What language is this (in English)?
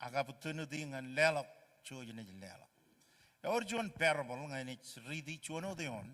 Marshallese